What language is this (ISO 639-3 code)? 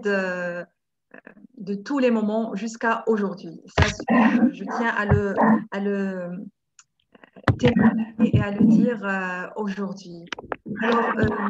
fra